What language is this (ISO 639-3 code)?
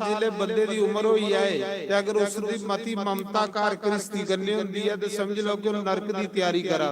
doi